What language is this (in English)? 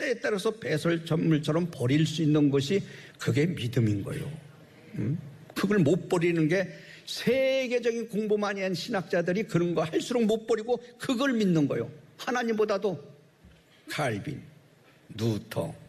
Korean